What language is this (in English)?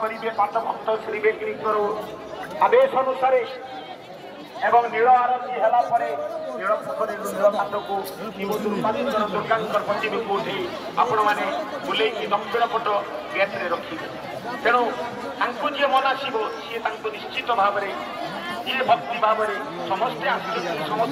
Odia